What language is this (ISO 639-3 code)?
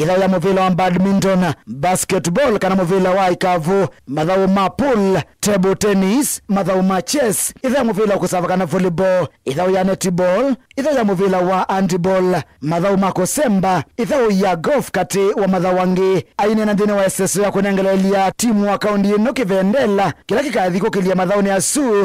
kam